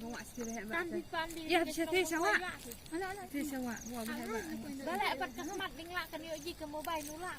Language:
Khasi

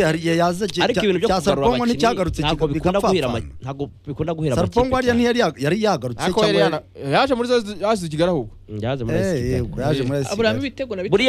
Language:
Kinyarwanda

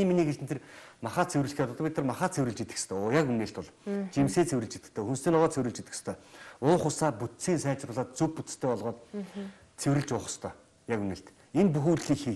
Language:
Mongolian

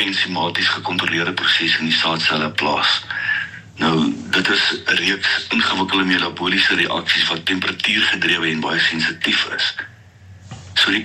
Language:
Afrikaans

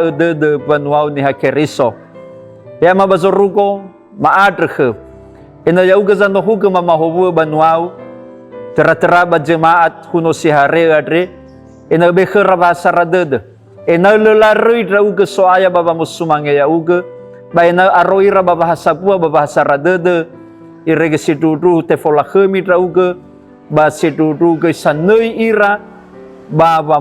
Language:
Nias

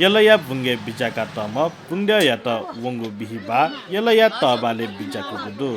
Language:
Newari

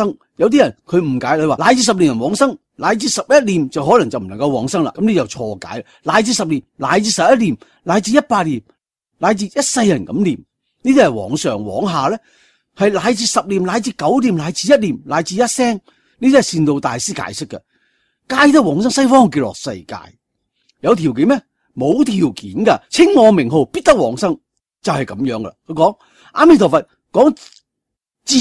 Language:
Cantonese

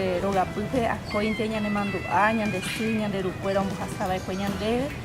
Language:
Guarani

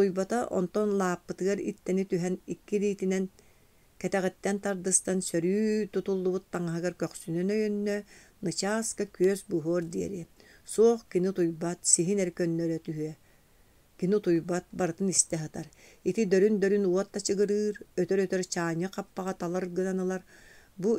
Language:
Yakut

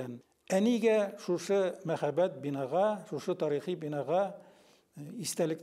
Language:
Tatar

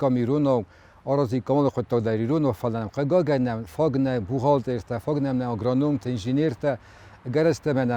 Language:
Ossetic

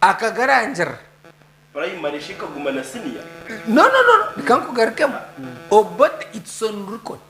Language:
Nyankole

